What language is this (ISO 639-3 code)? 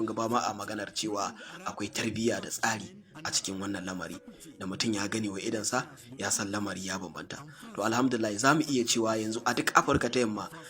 hau